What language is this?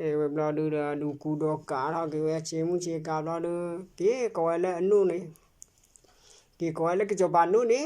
S'gaw Karen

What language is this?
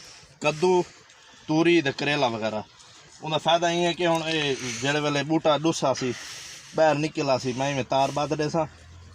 Saraiki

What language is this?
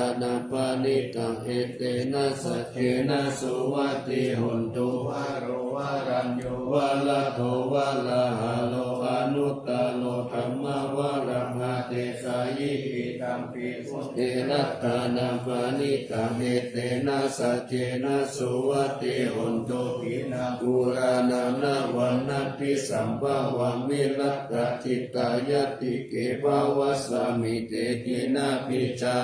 Pali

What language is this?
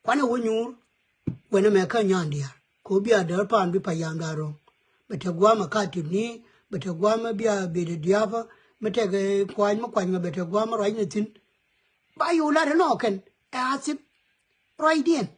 Nuer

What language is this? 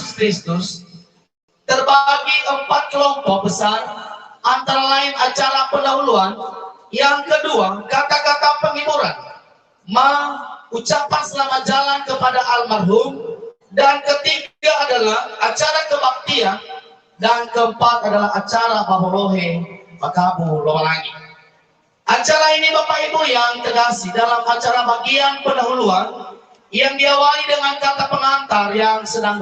Nias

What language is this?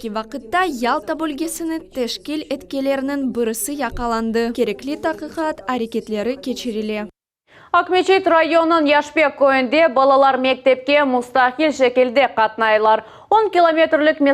Crimean Tatar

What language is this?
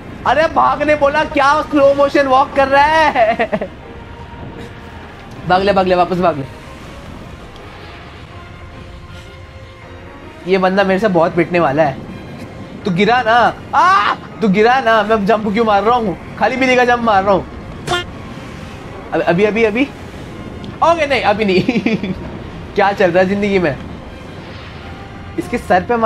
Hindi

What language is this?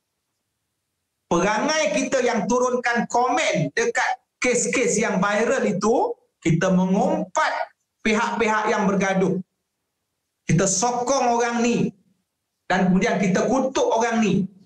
Malay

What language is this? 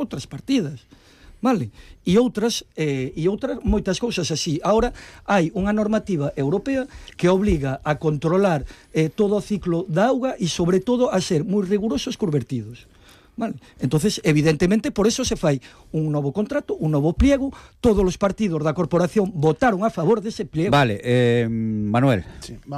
Galician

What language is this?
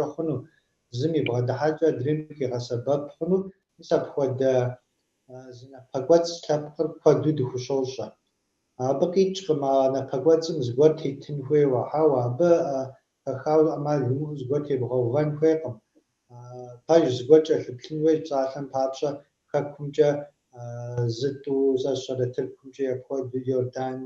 Kabardian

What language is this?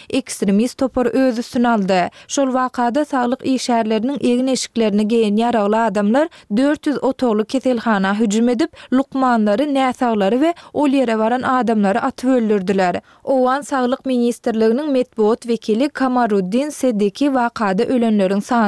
Turkmen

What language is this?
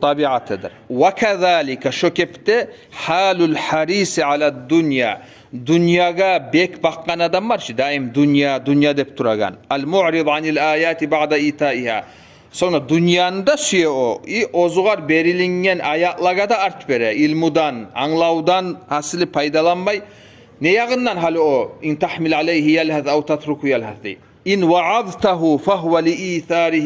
Kumyk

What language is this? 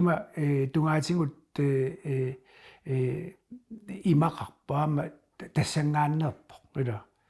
Kalaallisut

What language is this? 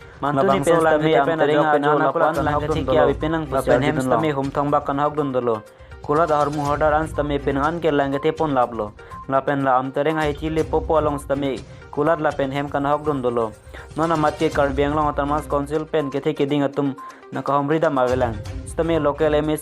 Karbi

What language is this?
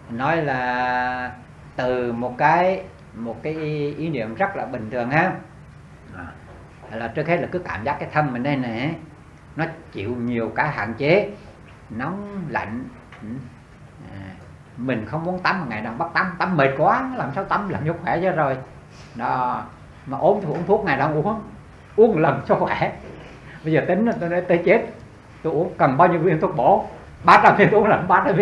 Vietnamese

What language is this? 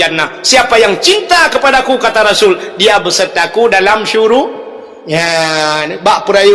Achinese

